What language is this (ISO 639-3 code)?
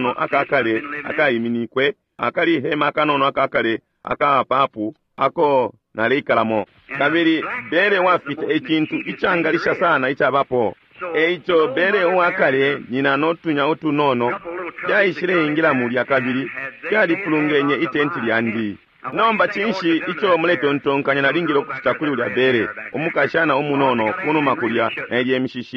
bem